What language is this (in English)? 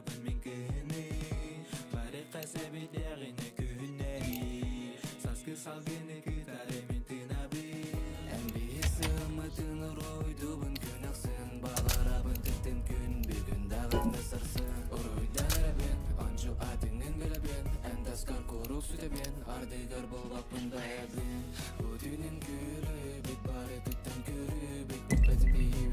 Yakut